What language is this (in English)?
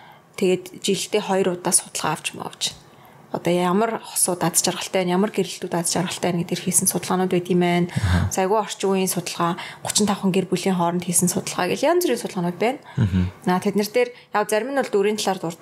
Mongolian